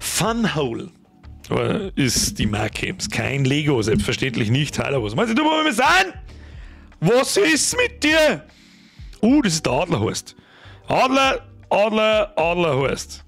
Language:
Bavarian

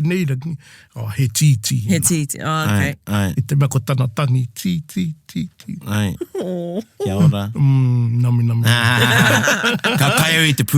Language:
Māori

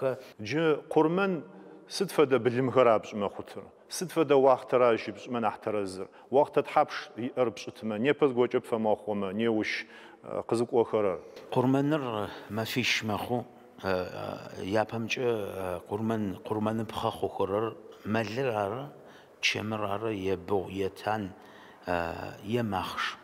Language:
Adyghe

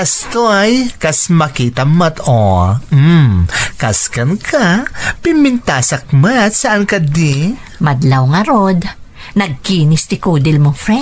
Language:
Iloko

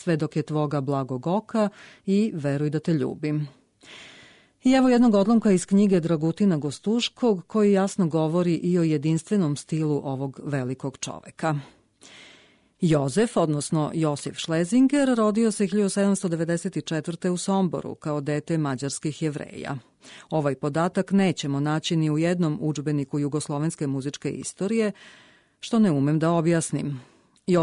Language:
Serbian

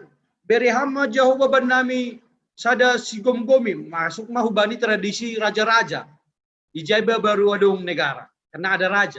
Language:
Batak Simalungun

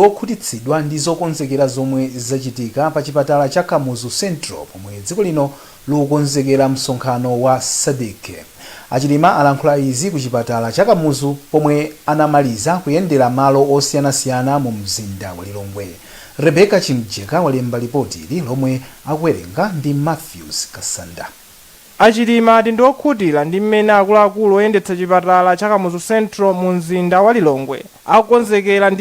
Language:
Nyanja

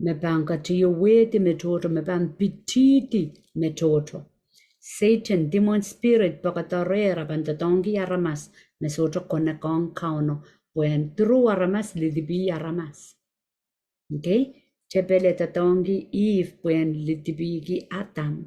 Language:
Pohnpeian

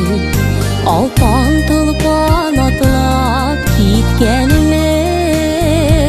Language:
Bashkir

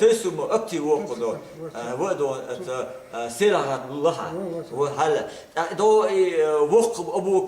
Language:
Chechen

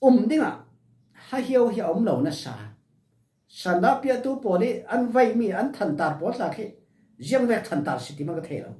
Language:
Falam Chin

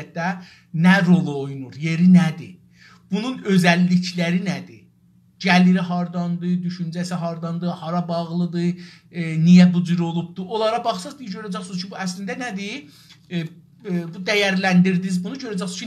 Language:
South Azerbaijani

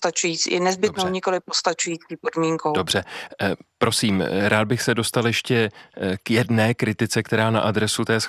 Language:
Czech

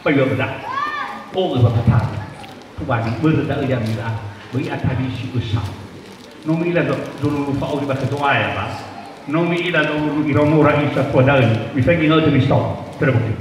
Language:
Nias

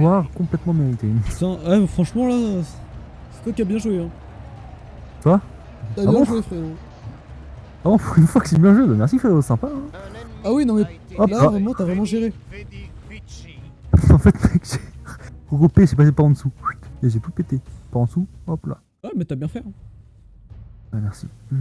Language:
French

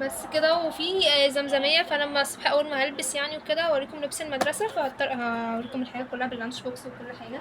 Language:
Egyptian Arabic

